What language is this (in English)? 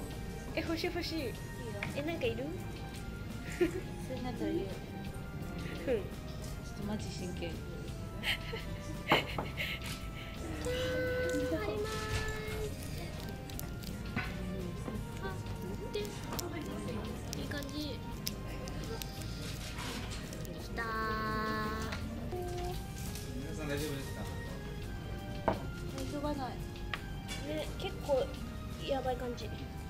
Japanese